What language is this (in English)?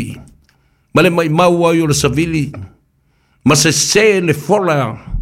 Samoan